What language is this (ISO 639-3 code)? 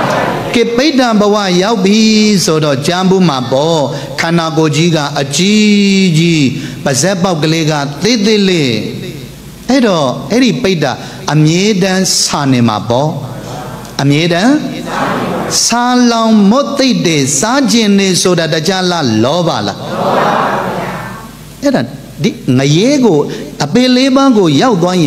mya